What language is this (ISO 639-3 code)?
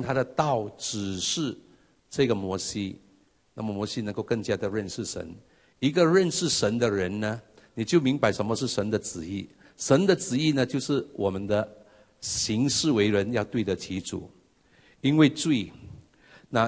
zho